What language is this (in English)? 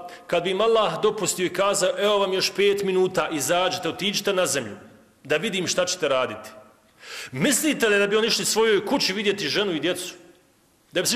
Bosnian